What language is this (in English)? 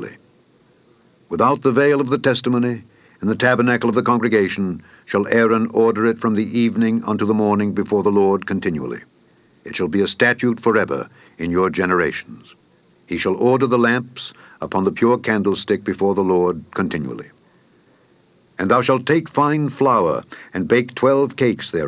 English